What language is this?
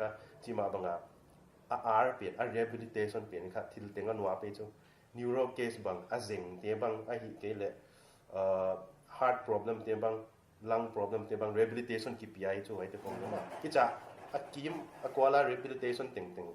Paite Chin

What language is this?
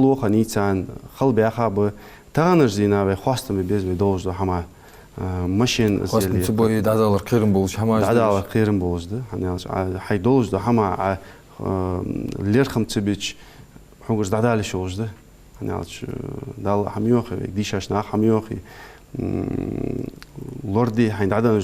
Ingush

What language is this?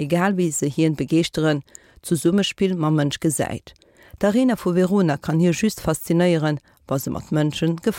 Luxembourgish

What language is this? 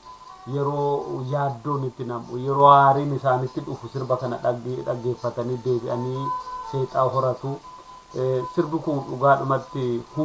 Oromo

